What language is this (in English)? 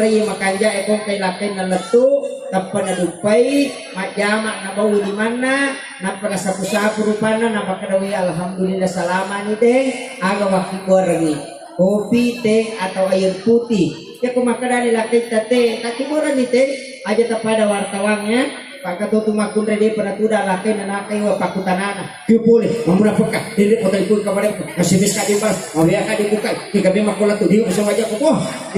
Buginese